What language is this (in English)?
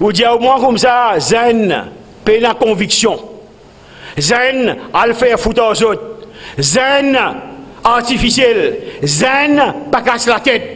Morisyen